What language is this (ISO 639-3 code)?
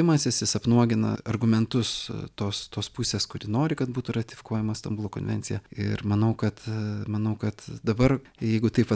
lit